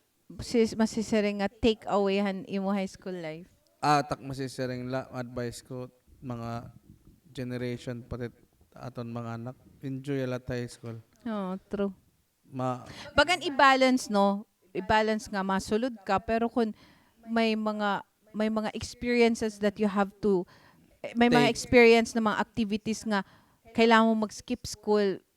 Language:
Waray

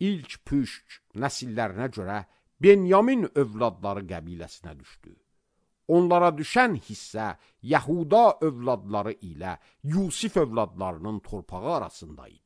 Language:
Azerbaijani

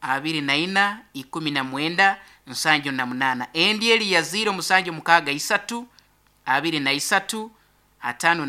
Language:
Nyankole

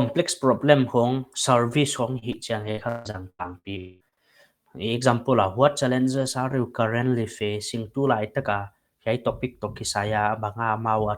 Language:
Paite Chin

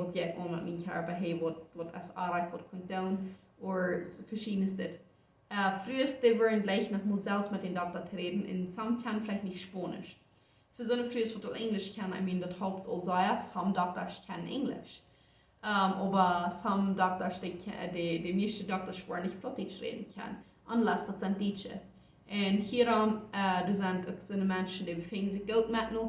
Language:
Plautdietsch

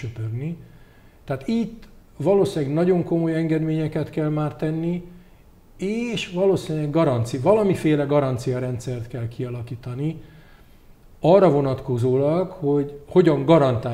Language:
Hungarian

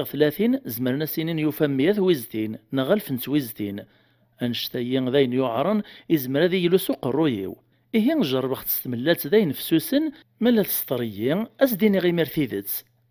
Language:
Kabyle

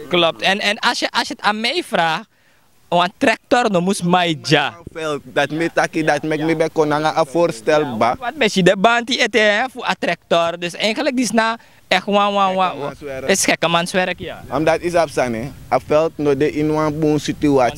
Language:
Sranan Tongo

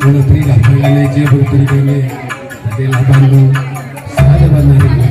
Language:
Batak Karo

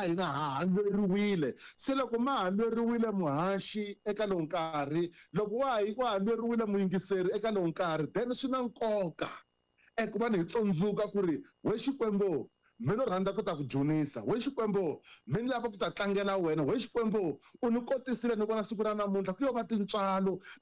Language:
Tsonga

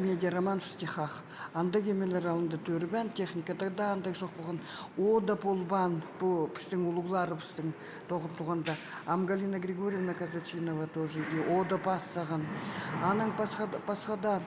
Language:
Khakas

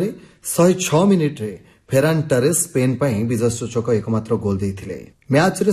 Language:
Odia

